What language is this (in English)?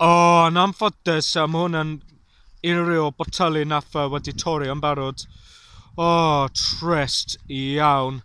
Welsh